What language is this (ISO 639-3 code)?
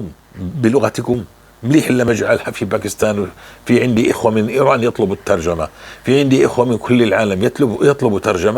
apc